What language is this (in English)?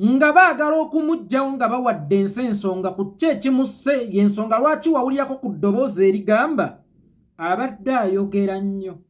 Ganda